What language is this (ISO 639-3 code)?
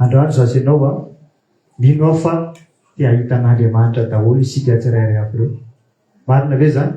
mlg